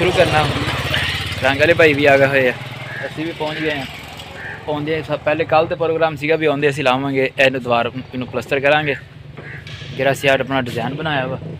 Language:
Punjabi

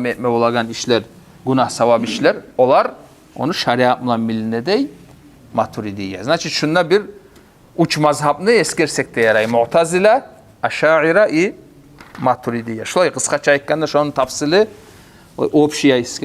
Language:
Kumyk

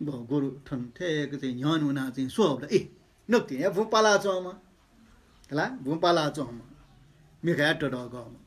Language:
Newari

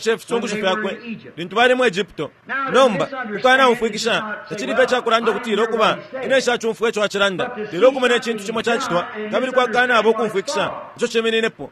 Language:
Bemba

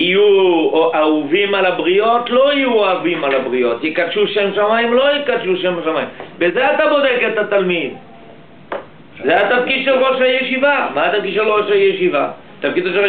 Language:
Hebrew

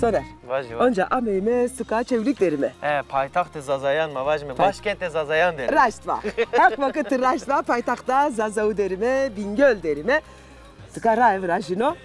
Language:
Zaza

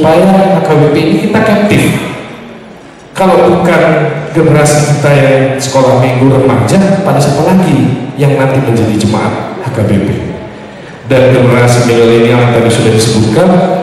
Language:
Indonesian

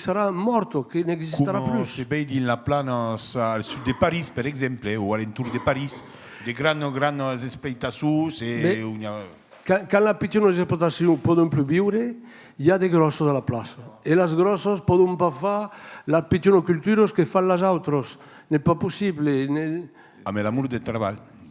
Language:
Occitan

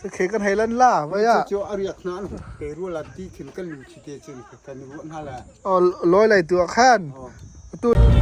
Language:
Hakha Chin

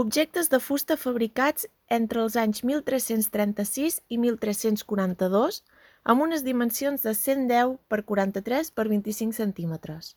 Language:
Catalan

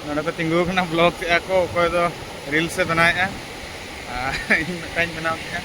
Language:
Santali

